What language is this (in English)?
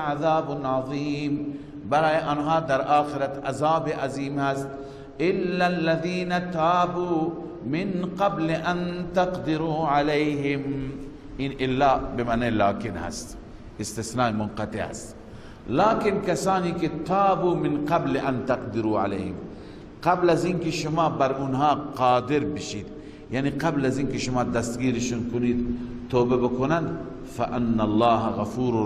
Persian